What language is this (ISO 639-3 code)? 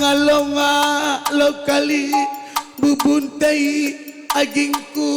btx